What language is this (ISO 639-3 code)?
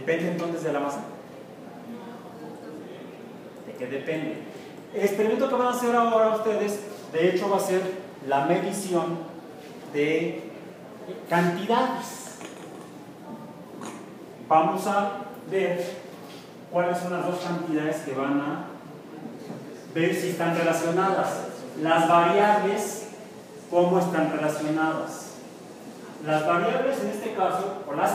spa